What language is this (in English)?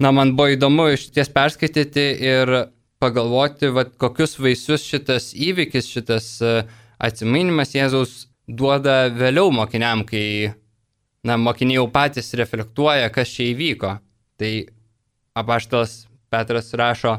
Lithuanian